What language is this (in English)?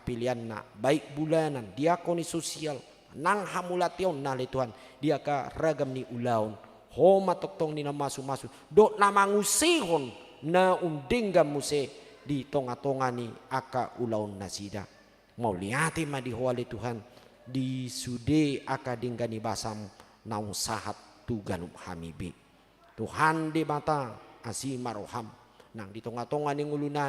Batak Toba